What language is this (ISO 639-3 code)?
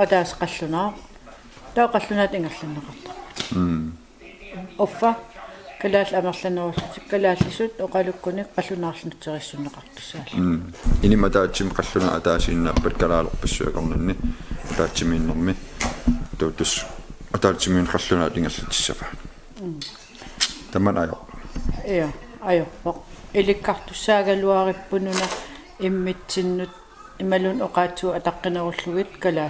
kal